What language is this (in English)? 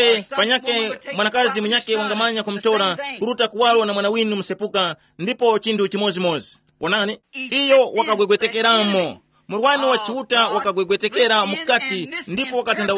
Tumbuka